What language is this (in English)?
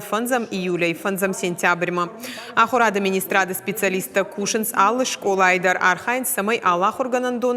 Ossetic